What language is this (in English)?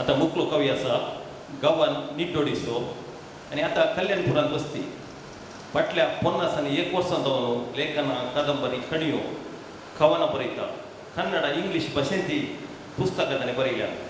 Konkani